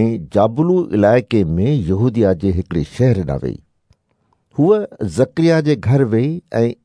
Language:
Sindhi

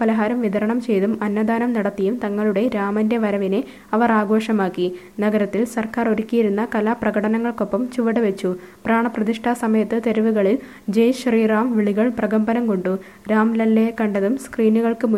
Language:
Malayalam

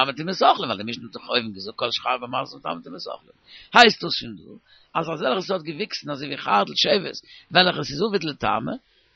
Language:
Yiddish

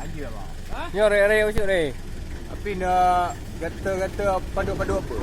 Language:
Achinese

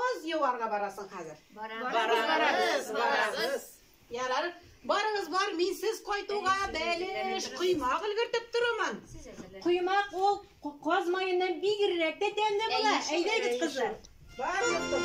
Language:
Tatar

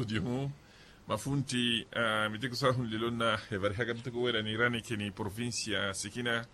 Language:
Makhuwa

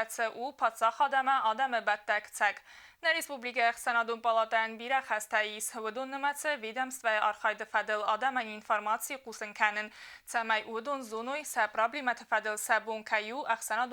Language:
Ossetic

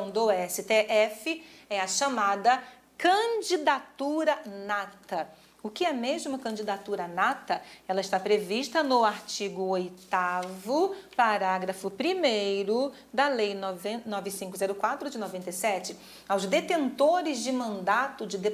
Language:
Portuguese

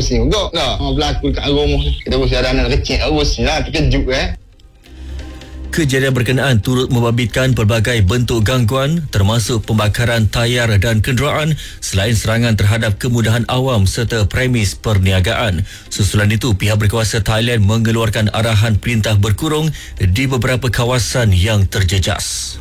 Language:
Malay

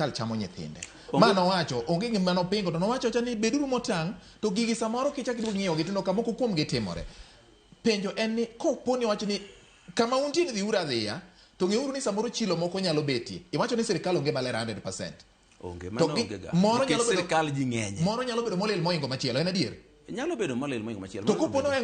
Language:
Luo (Kenya and Tanzania)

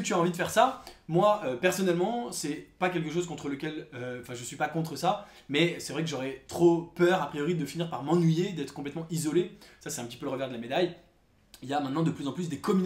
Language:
French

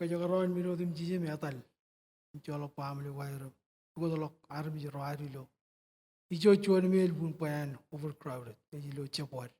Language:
Marshallese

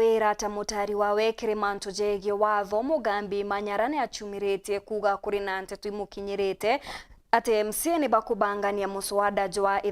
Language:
Meru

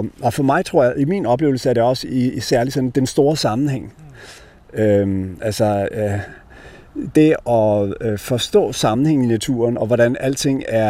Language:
Danish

